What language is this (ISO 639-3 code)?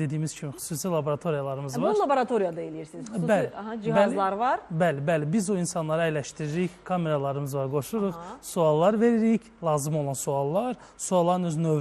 aze